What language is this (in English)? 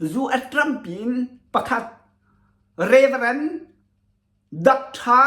Hakha Chin